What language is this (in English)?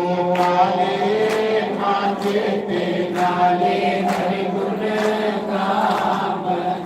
Dogri